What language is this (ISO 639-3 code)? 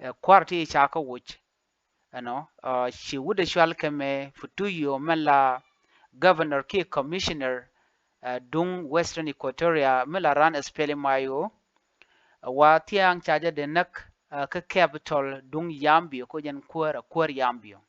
nus